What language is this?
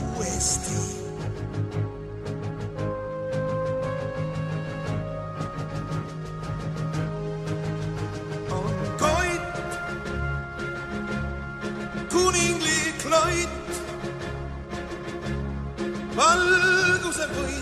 Estonian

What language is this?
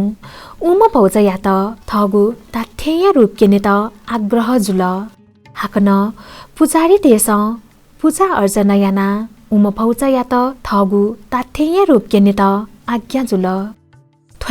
Newari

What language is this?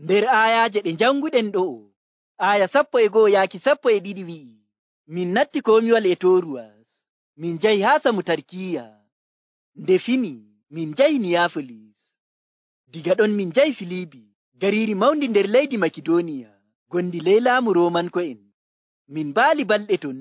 Nigerian Fulfulde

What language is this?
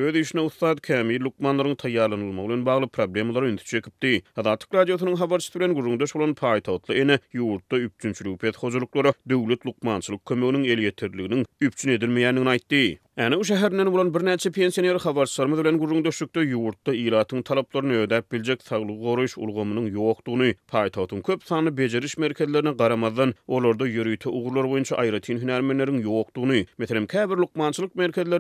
Turkmen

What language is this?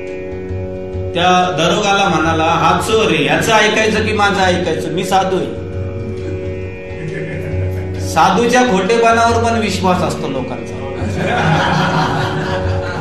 Marathi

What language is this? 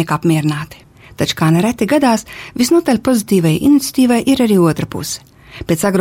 Latvian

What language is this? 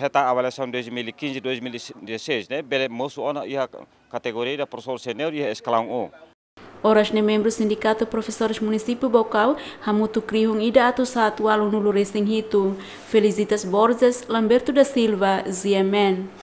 Tetum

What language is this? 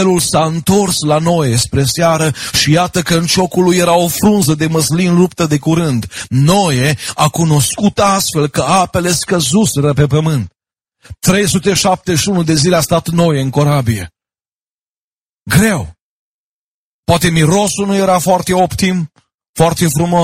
Romanian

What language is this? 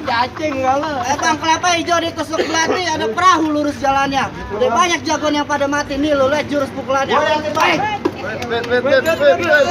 Betawi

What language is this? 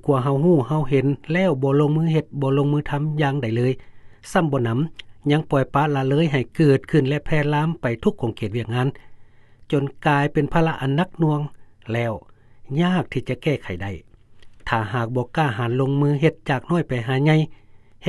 Lao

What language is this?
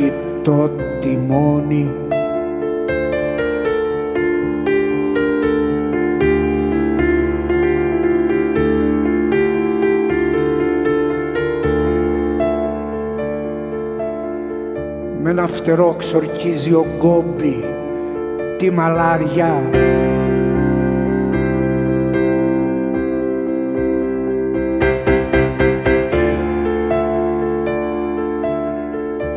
Greek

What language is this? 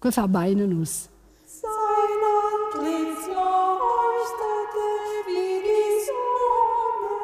Romansh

